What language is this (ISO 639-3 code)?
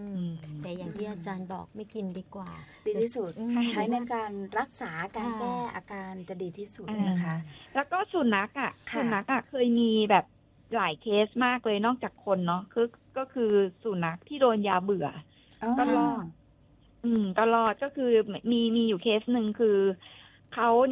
tha